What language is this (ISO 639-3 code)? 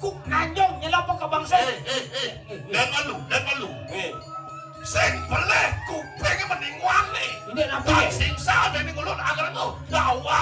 ban